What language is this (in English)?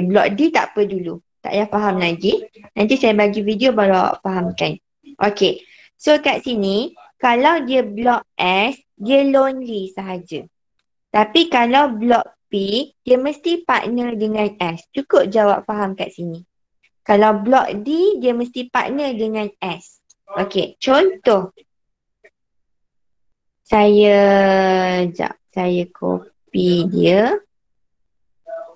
Malay